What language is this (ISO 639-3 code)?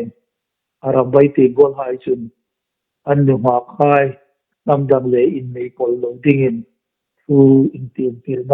hmr